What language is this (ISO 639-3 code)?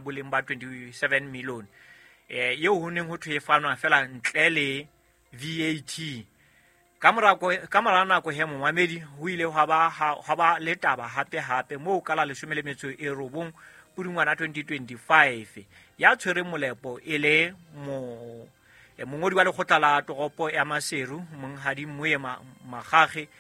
sot